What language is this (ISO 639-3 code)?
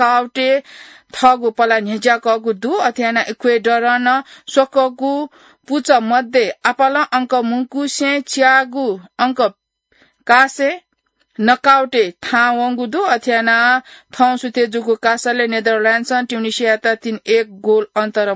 new